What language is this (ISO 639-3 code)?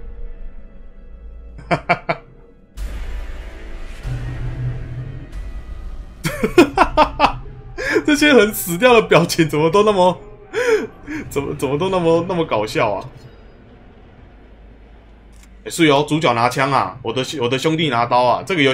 zho